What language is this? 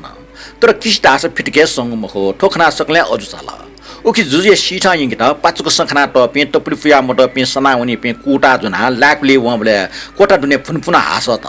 Newari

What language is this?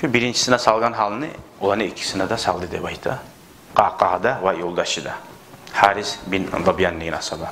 Kumyk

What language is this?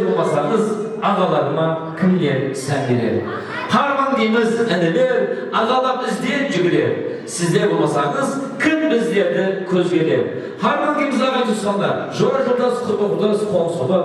Kara-Kalpak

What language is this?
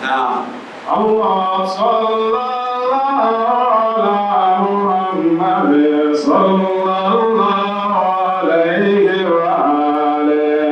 Dagbani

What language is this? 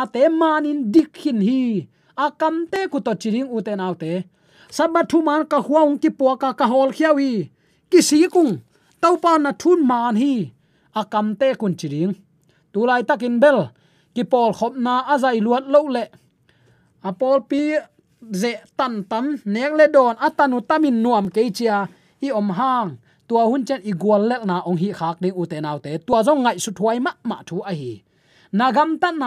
Tedim Chin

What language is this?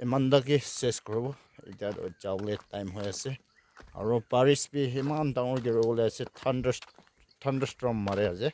Naga Pidgin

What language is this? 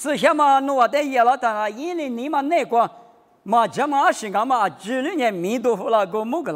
Lisu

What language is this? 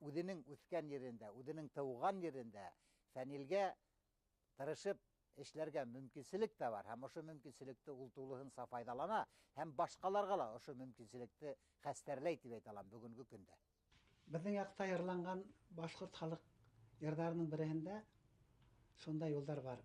Bashkir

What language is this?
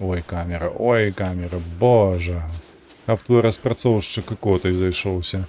Belarusian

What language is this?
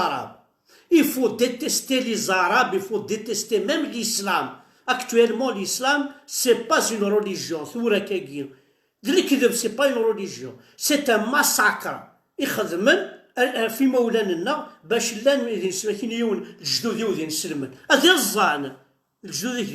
Kabyle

